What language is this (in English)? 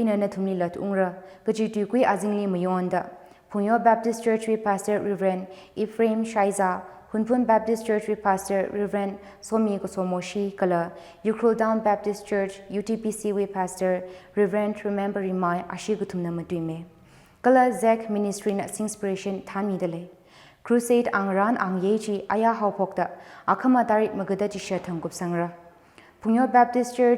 Tangkhul Naga (India)